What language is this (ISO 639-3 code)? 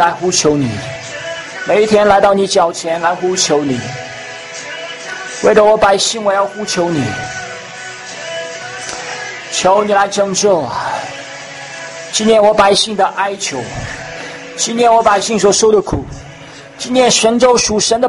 zho